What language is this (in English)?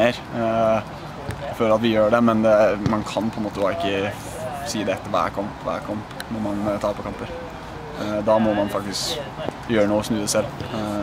Norwegian